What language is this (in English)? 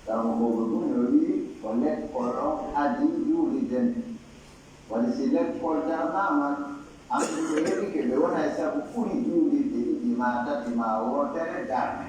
Pular